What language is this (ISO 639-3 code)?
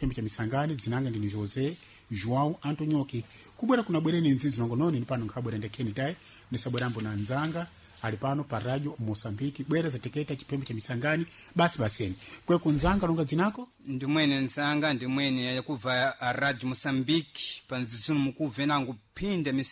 seh